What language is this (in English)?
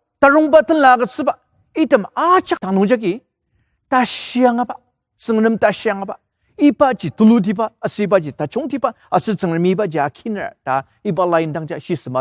Ao Naga